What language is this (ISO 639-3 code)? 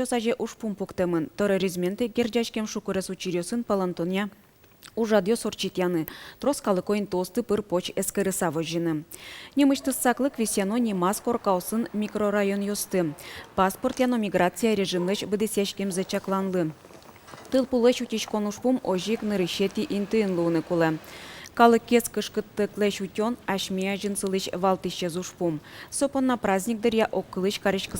udm